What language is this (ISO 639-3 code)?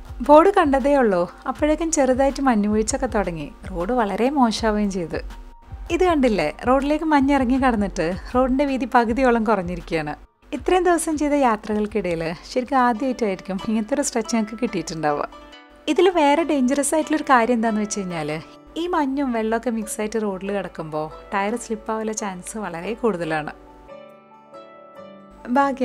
mal